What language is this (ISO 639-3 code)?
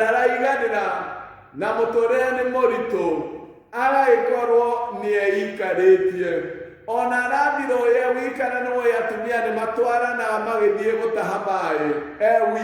kik